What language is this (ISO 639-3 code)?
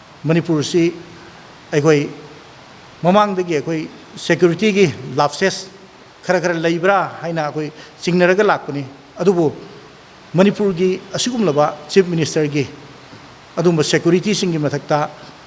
mni